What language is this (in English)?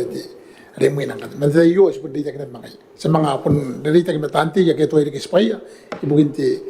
Gilbertese